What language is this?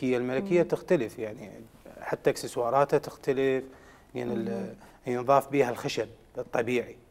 Mesopotamian Arabic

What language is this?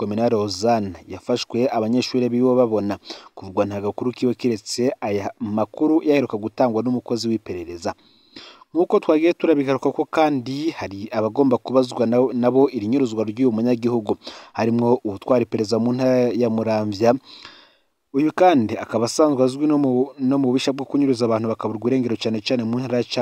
Rundi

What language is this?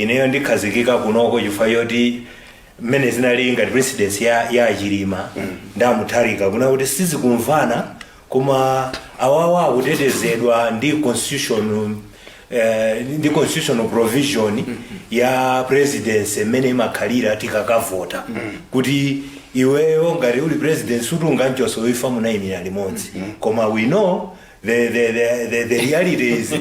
Nyanja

